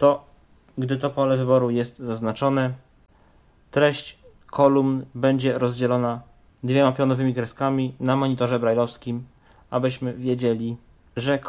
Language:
Polish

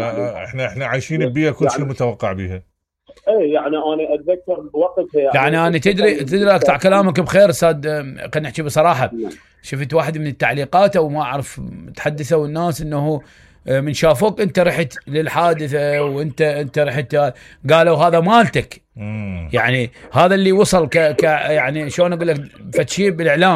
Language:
Mesopotamian Arabic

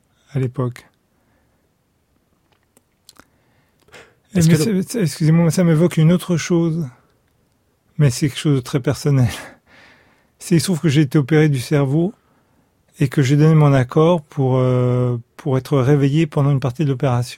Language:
French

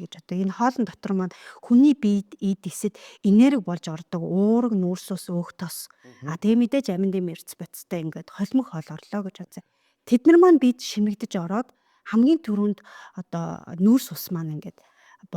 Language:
Mongolian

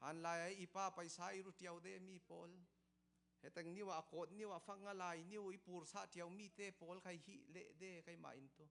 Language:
Falam Chin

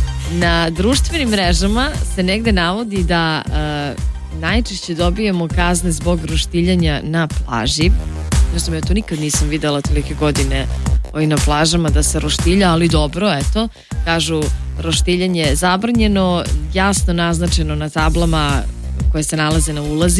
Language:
Serbian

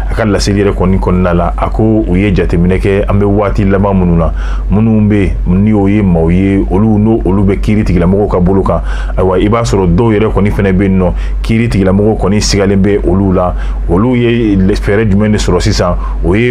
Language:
Bambara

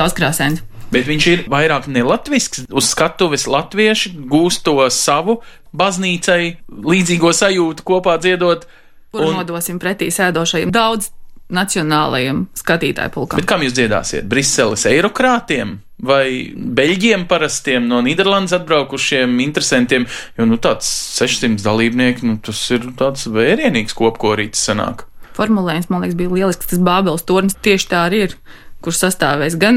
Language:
Latvian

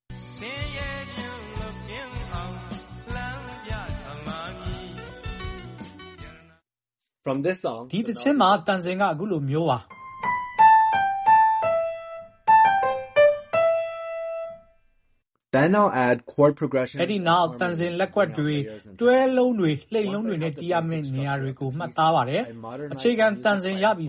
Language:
Burmese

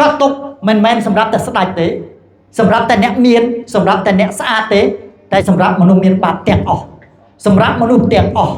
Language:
Khmer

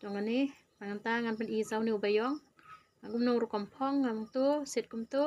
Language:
Khasi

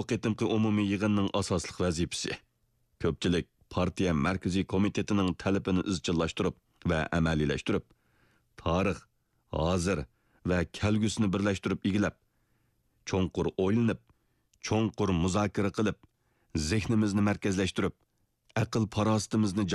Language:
Uyghur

